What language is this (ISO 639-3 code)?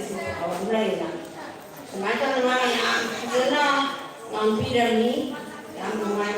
mni